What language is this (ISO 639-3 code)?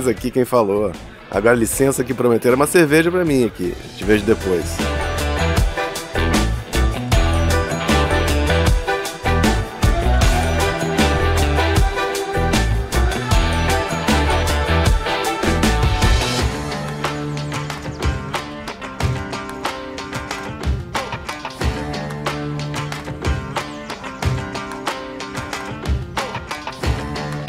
por